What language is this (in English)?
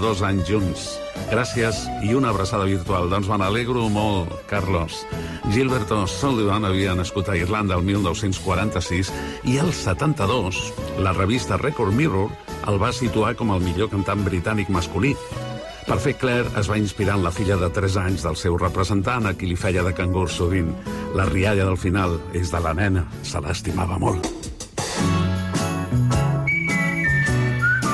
Catalan